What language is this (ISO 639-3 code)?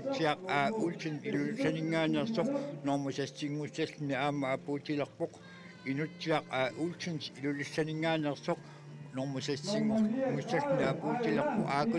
kal